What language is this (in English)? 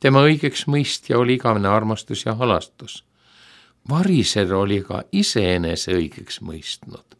Estonian